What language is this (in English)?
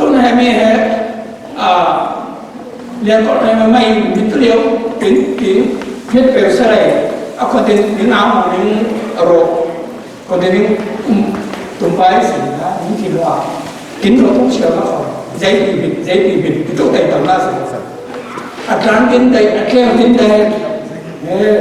Falam Chin